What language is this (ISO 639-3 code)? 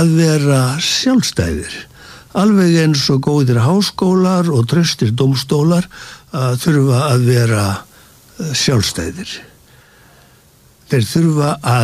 isl